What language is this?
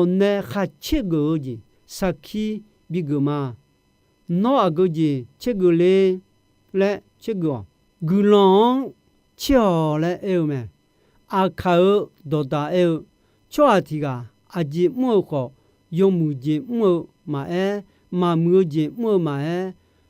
Akha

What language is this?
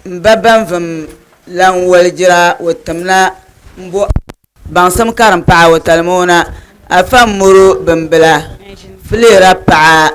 Dagbani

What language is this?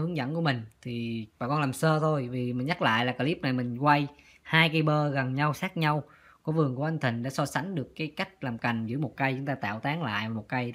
Vietnamese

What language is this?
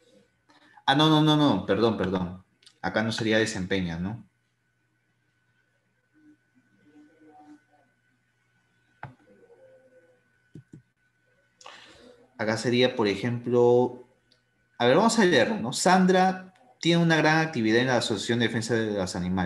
Spanish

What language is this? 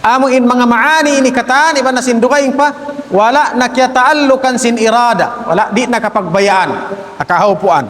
Tausug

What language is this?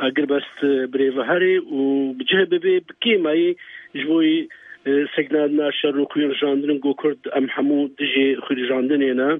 Kurdish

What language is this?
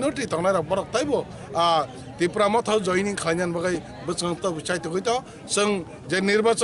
Kok Borok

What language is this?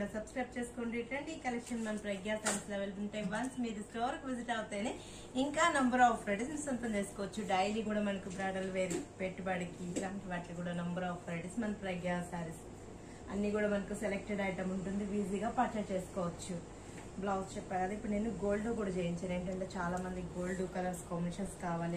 Telugu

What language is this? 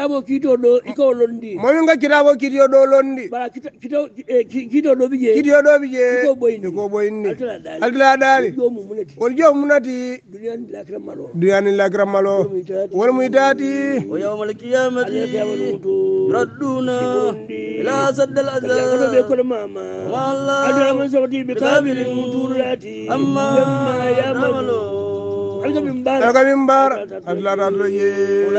Hausa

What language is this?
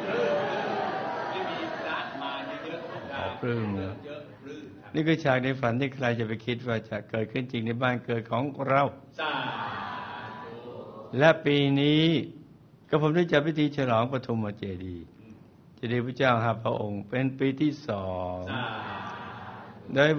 Thai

